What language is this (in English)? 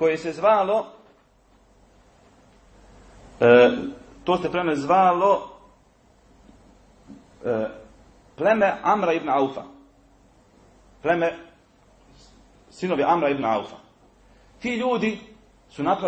Bosnian